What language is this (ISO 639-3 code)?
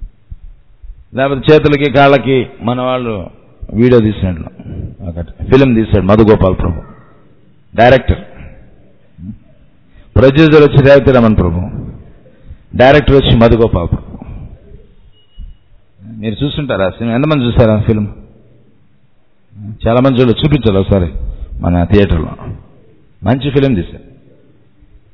tel